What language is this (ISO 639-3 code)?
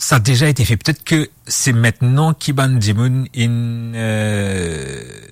mfe